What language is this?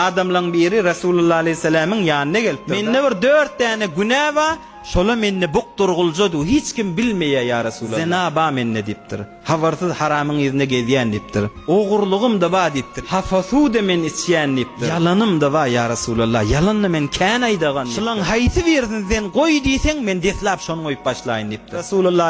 Turkmen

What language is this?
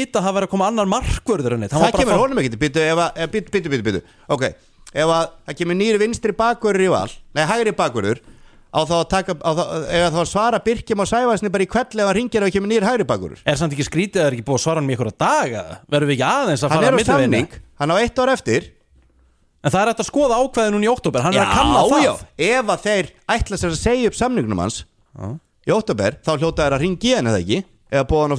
Icelandic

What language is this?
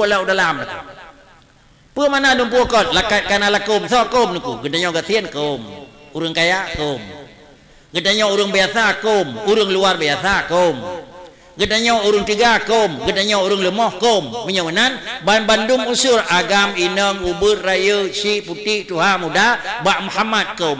Achinese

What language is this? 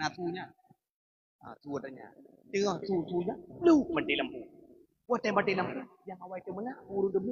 Achinese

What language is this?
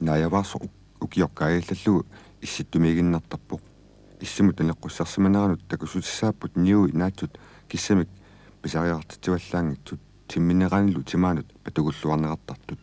Kalaallisut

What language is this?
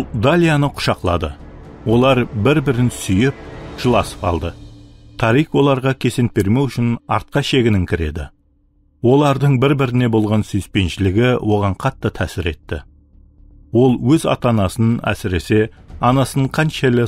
Kara-Kalpak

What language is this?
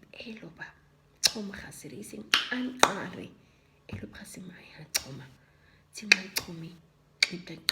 Nama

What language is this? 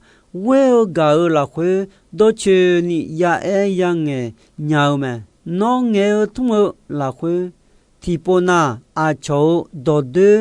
Akha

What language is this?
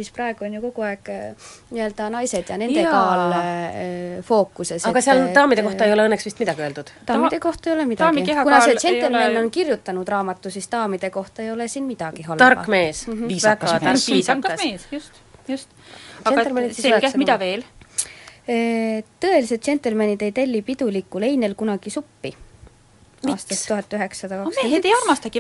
Estonian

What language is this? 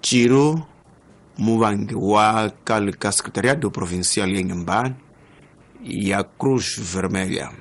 Tsonga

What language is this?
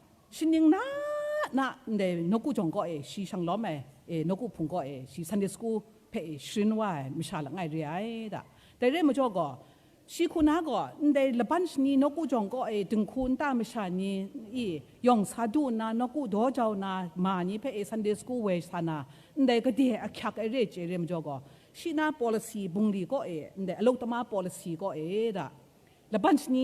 Kachin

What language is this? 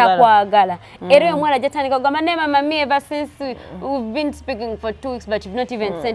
Ganda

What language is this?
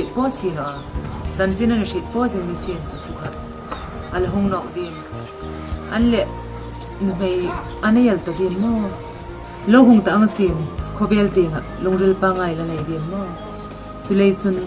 Hmar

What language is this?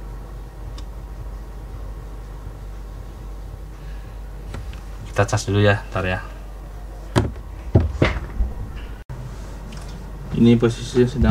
Indonesian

